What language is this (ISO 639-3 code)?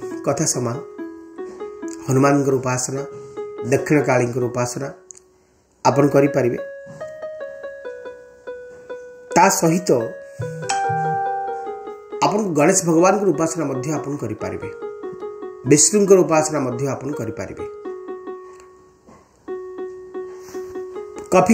ori